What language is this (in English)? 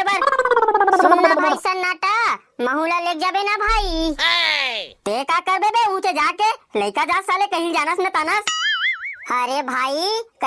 Chhattisgarhi